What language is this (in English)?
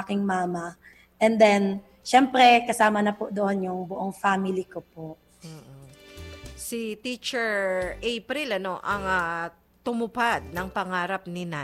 Filipino